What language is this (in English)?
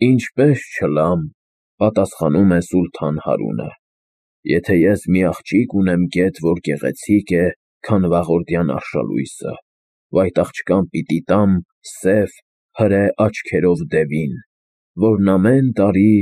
Armenian